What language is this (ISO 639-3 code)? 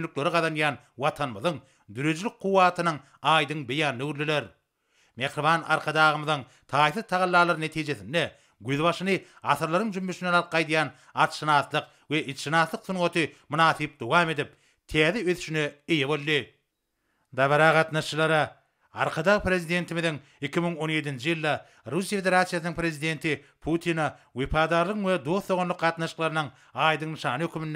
tuk